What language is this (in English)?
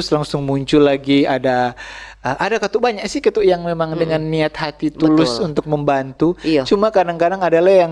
Manado Malay